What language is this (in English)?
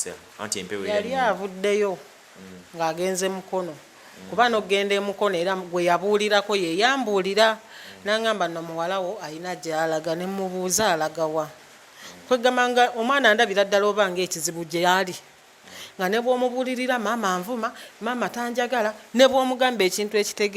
Ganda